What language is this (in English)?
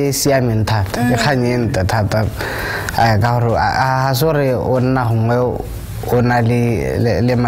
Tswana